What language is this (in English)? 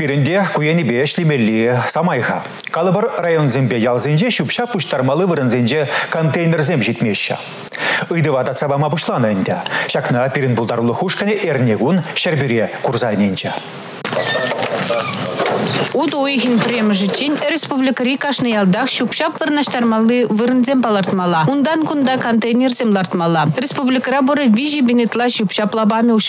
Chuvash